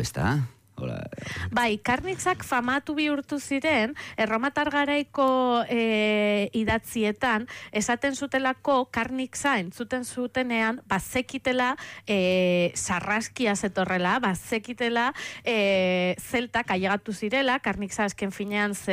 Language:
Basque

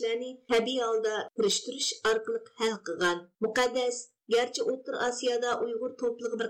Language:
Uyghur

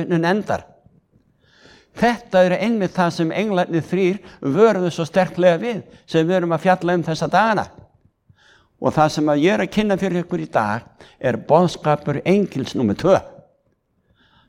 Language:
Icelandic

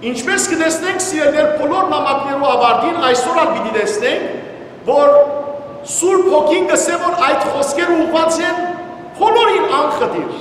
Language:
Western Armenian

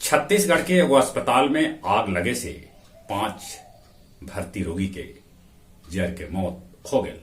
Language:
Magahi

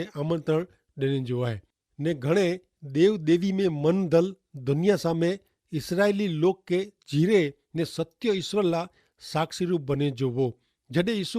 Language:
Kachhi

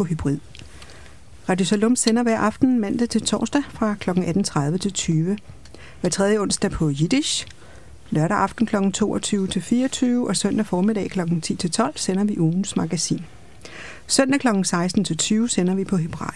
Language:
Danish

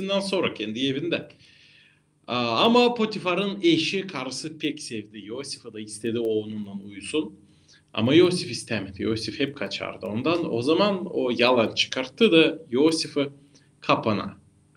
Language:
Gagauz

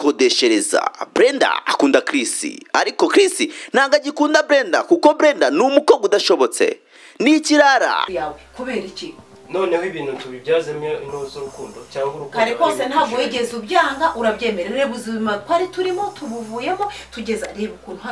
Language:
Kinyarwanda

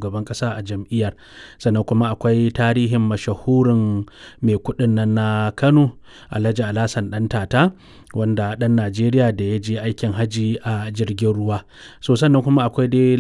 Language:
Hausa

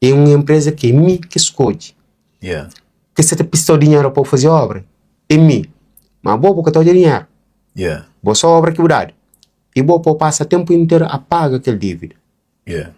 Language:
Kabuverdianu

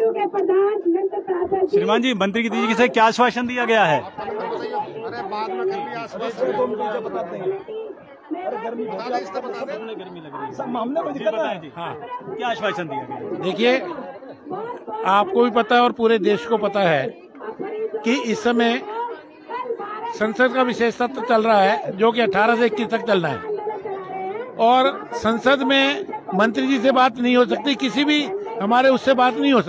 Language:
Hindi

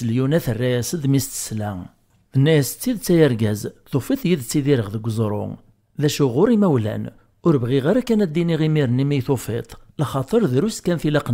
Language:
Kabyle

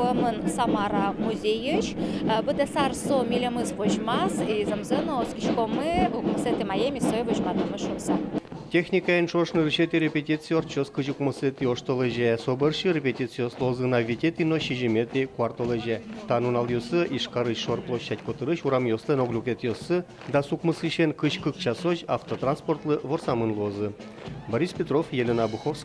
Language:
Udmurt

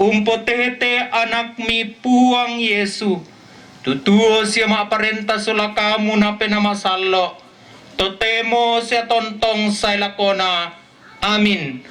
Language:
Toraja-Sa'dan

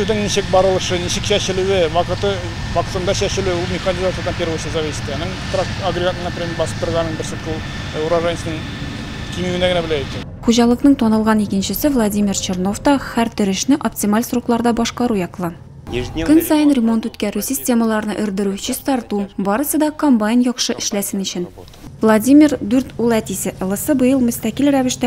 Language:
Tatar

